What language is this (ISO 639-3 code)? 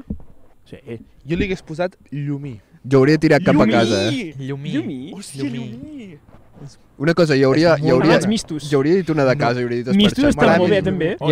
cat